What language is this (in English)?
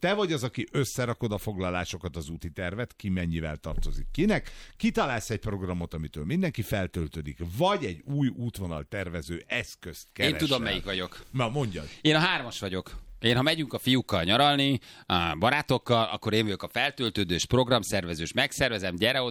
Hungarian